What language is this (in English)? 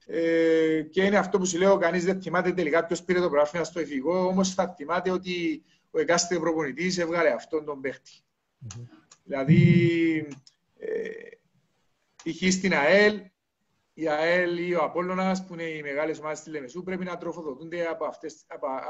Greek